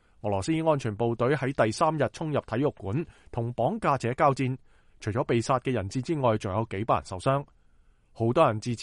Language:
Cantonese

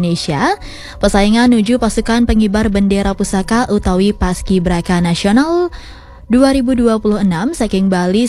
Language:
Balinese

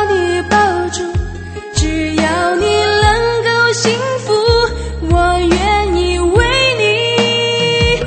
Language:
Chinese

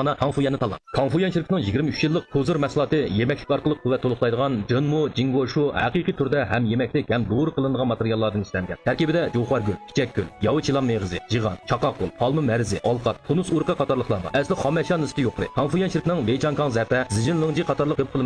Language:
Uyghur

